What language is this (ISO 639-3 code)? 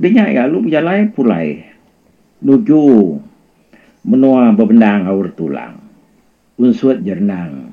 iba